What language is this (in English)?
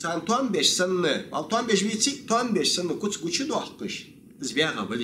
Ingush